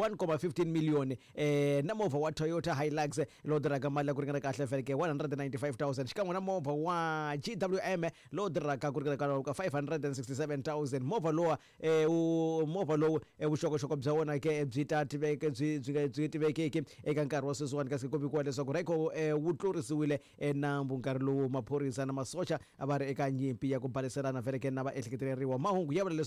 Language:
Tsonga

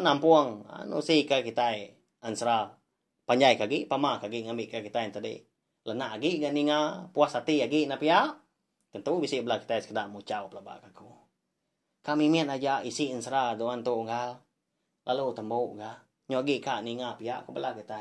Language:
Iban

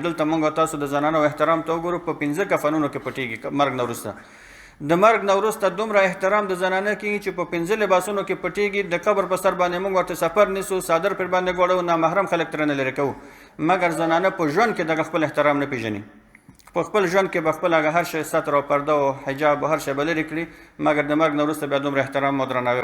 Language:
Pashto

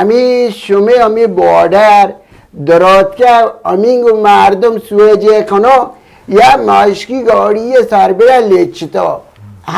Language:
Baluchi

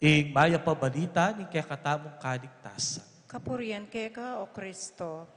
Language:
Pampanga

